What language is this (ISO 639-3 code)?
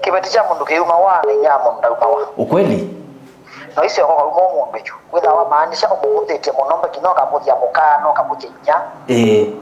kam